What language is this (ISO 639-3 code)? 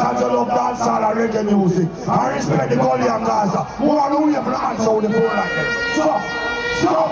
jam